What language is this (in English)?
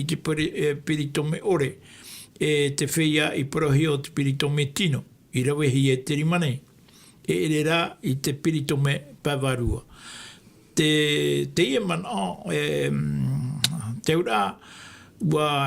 Tahitian